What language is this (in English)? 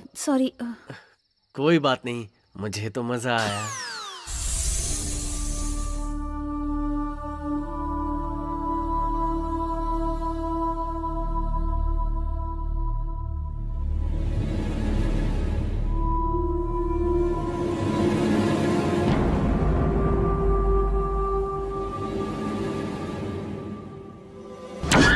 Hindi